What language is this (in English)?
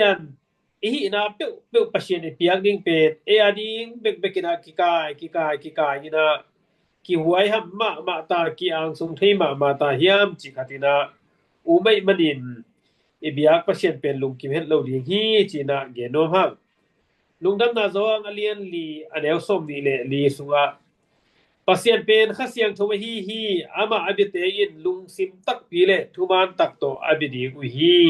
Tedim Chin